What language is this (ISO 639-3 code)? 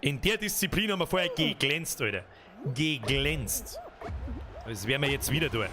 bar